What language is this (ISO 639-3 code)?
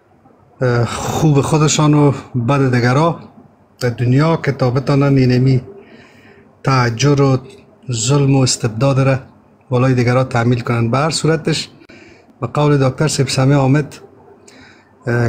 fas